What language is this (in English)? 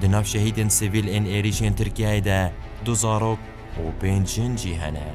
Kurdish